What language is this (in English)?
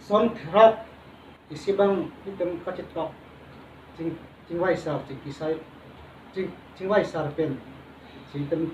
Karbi